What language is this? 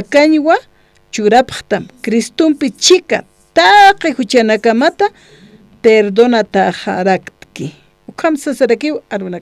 Aymara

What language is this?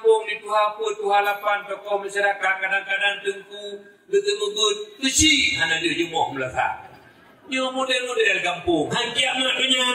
Achinese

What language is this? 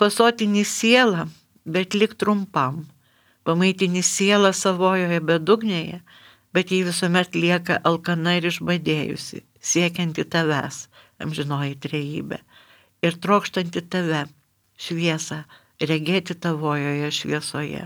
Lithuanian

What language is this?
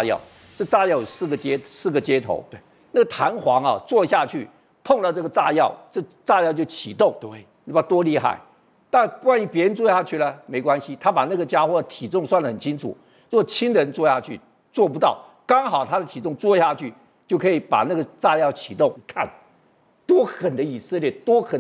Chinese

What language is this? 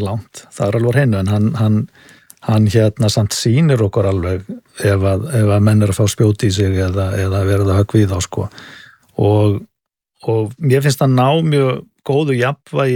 Icelandic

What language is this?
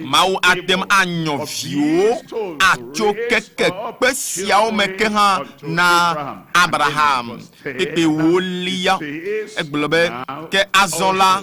Ewe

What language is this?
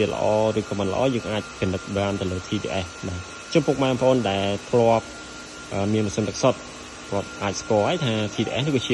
Khmer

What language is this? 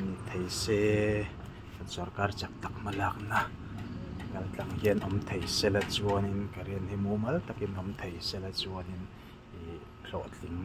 Mizo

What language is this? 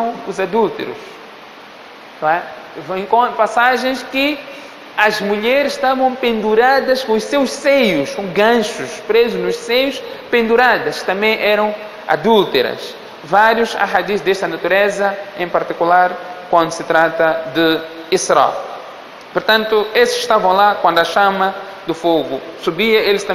Portuguese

